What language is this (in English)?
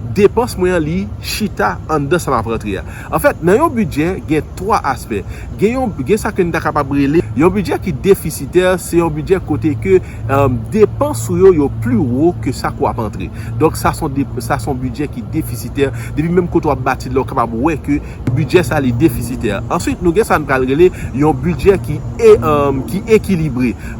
Haitian Creole